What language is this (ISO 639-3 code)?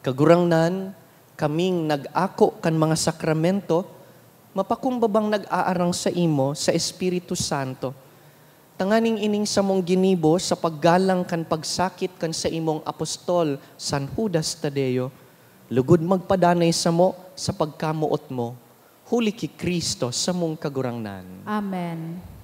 bik